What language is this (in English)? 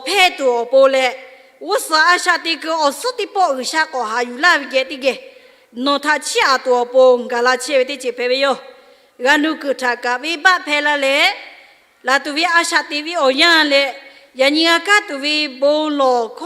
Lahu